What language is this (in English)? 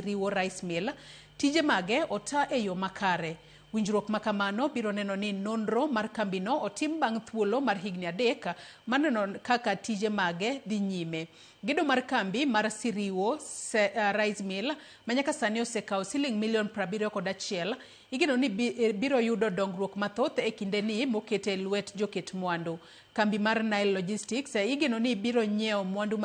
Luo (Kenya and Tanzania)